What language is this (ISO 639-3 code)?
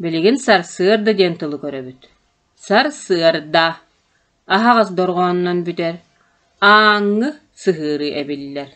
sah